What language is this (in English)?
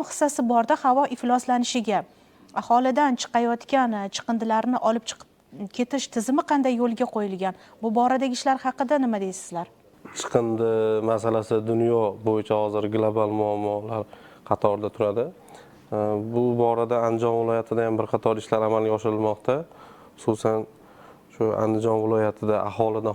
Uzbek